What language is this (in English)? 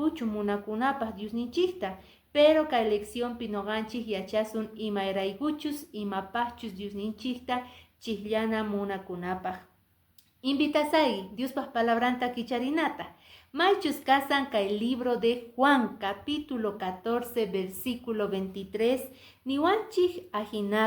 Quechua